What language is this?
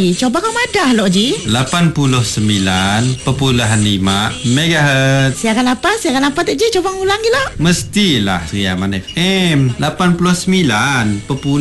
Malay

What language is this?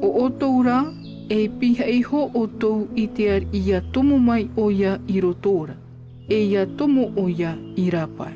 Tahitian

